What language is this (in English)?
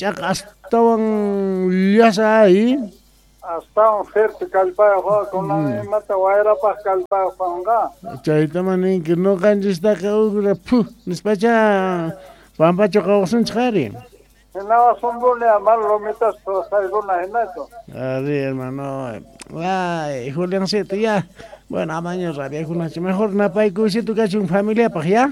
Quechua